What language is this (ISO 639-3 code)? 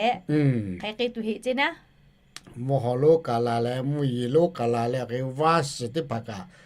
lhu